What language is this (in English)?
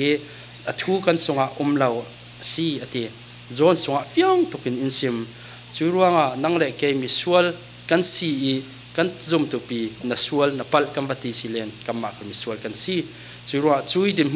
Falam Chin